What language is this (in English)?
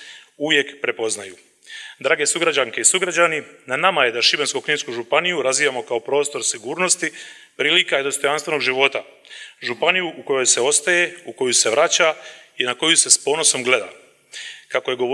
Croatian